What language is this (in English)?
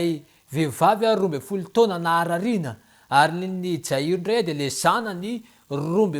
Malagasy